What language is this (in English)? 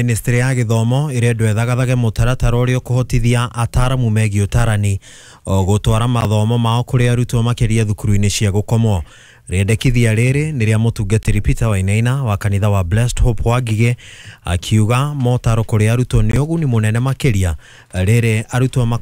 Kikuyu